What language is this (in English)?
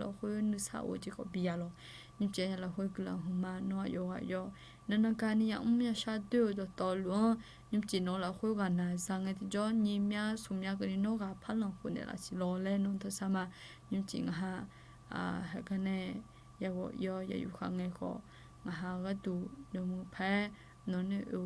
Akha